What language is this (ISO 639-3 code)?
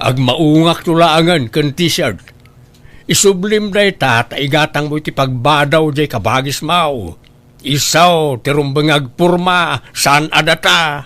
ilo